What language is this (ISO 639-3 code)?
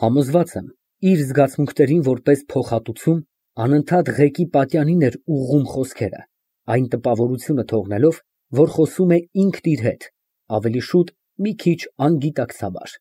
hye